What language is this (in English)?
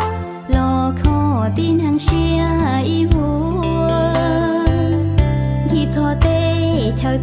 Hmong